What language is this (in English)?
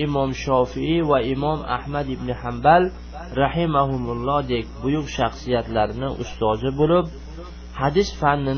Uzbek